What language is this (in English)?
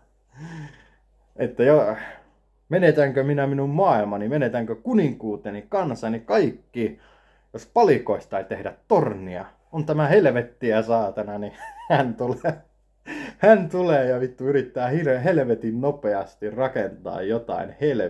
Finnish